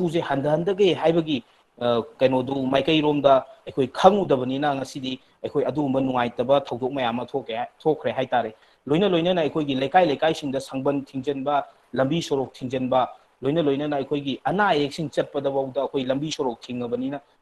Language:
Manipuri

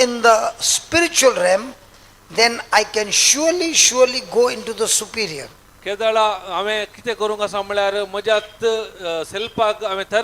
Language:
Konkani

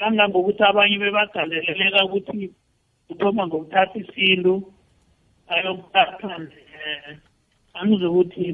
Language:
South Ndebele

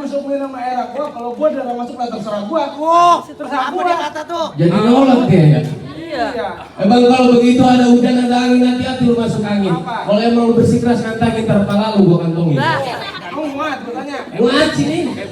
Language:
Betawi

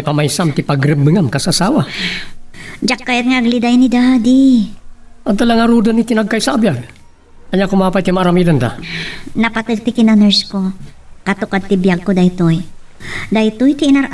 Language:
Iloko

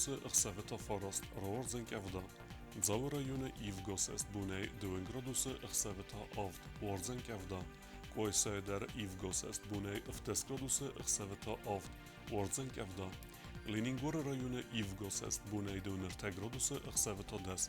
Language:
Ossetic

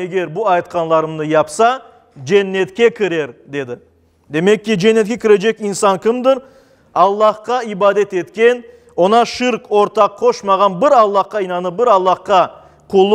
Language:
Crimean Tatar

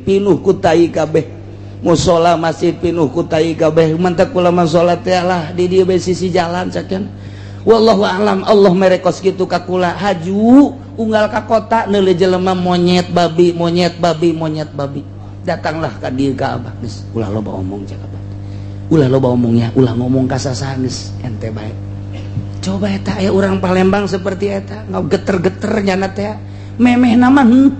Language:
Sundanese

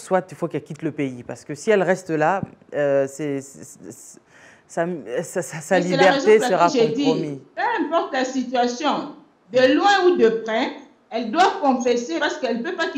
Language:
French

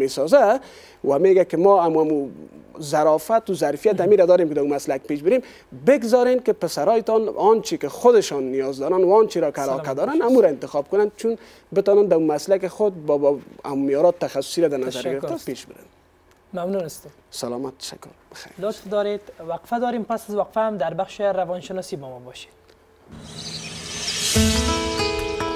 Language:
Persian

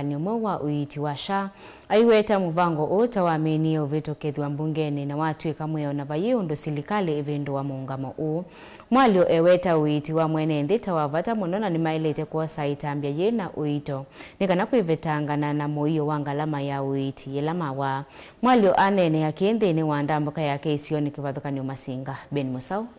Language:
Kamba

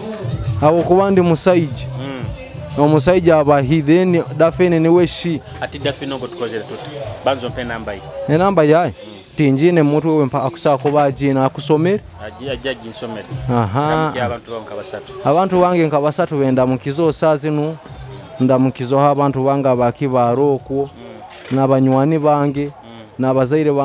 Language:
Nyoro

